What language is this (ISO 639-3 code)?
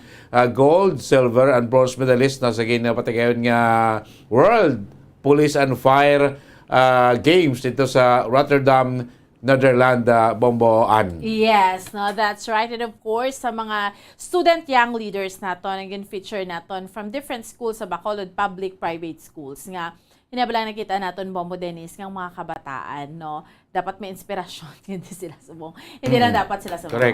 hil